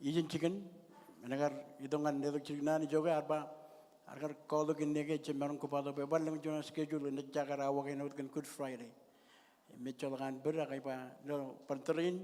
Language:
Marshallese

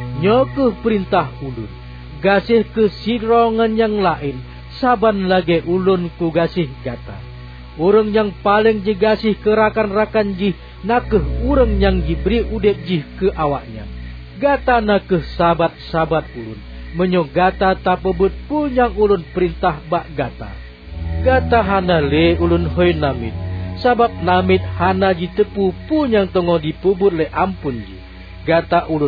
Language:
Achinese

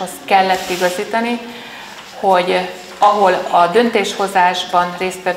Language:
Hungarian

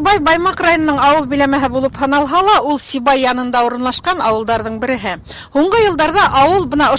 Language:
Bashkir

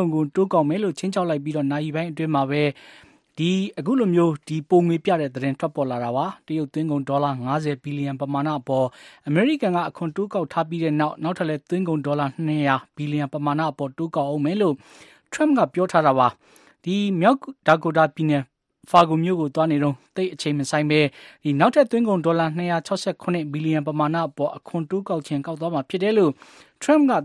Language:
Burmese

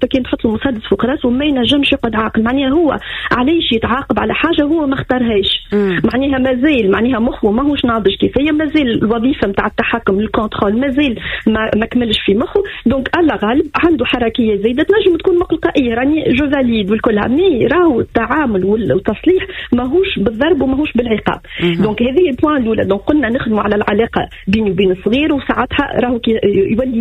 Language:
Tunisian Arabic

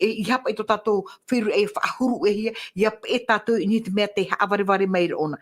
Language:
Tahitian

